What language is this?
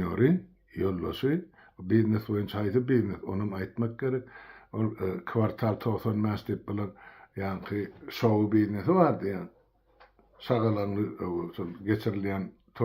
Turkmen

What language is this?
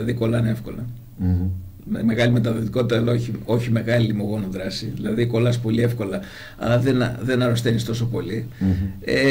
Greek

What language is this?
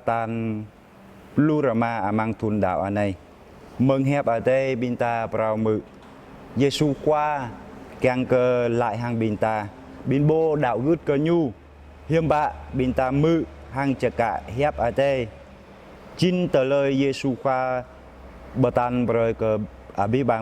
Jarai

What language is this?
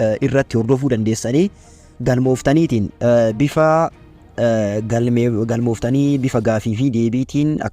Oromo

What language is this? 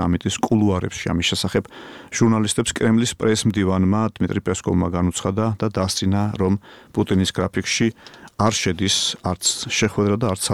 Georgian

